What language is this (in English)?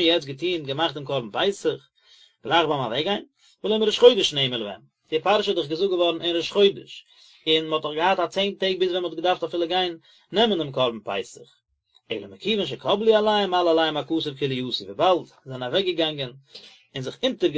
Yiddish